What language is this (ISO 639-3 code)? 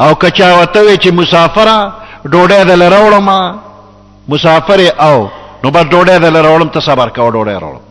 pus